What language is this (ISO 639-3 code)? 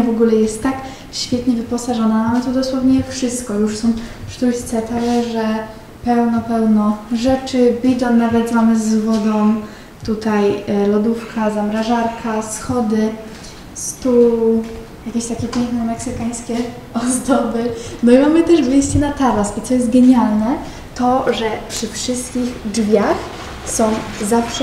pol